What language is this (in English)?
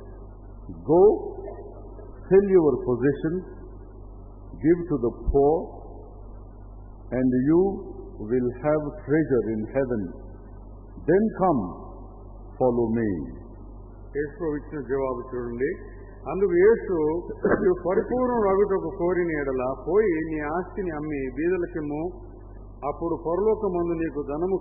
Telugu